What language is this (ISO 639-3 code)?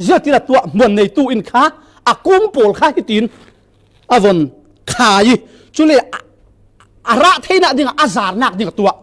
cfm